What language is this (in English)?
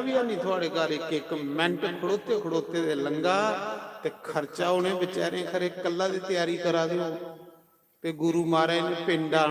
Dogri